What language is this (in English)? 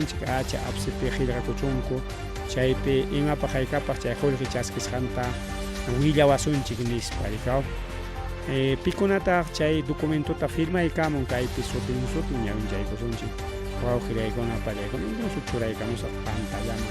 Ayacucho Quechua